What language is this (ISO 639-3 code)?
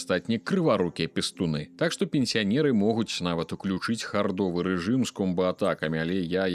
bel